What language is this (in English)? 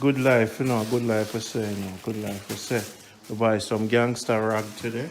Jamaican Creole English